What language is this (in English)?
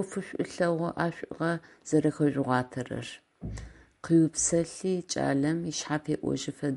Adyghe